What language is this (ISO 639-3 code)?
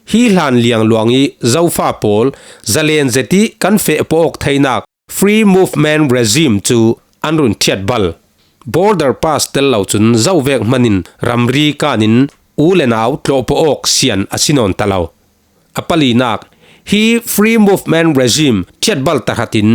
cfm